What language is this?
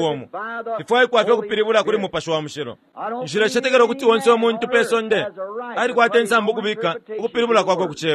Bemba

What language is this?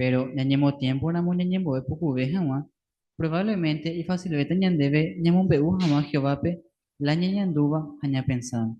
Guarani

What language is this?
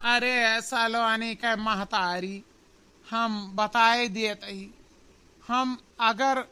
Awadhi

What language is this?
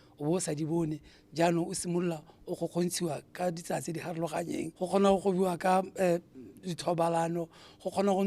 Tswana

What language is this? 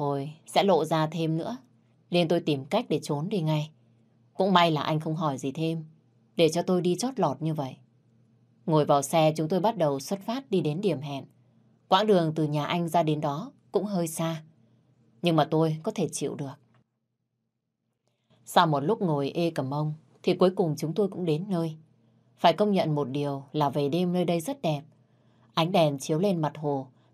Vietnamese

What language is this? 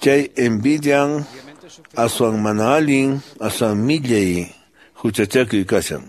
Quechua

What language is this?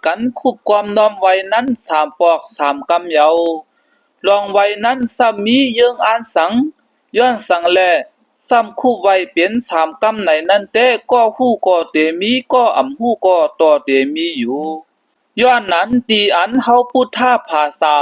Shan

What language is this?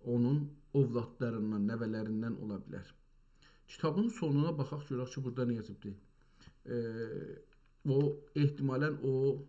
South Azerbaijani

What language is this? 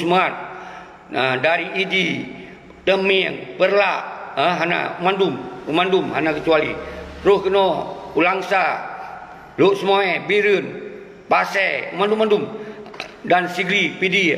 Achinese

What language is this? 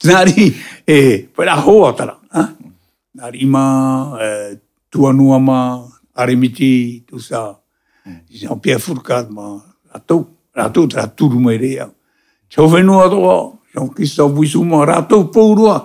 Tahitian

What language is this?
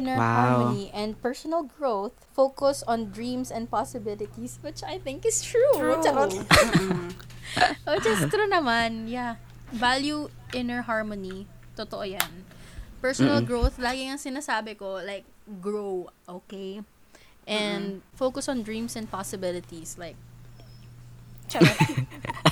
Filipino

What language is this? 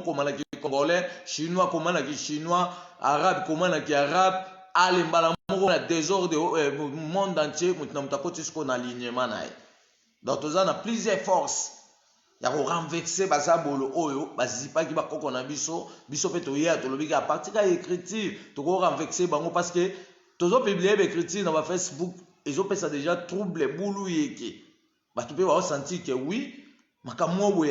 Lingala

